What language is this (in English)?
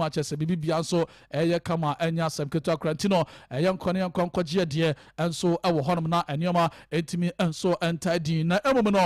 Akan